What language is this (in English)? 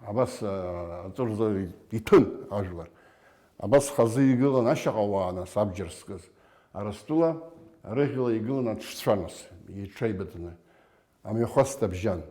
Abkhazian